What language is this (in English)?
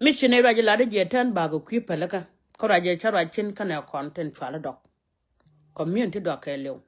Nuer